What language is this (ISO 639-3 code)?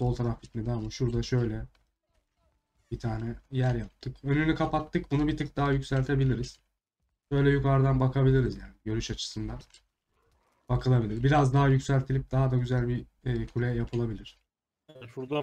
tur